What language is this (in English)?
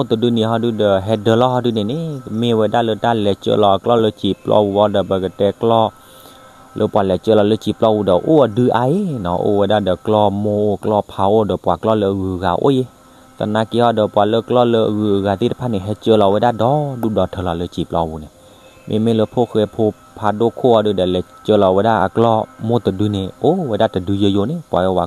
S'gaw Karen